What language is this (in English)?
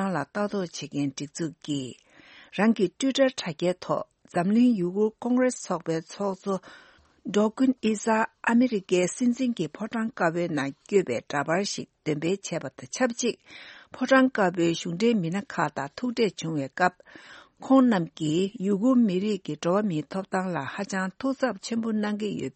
Tibetan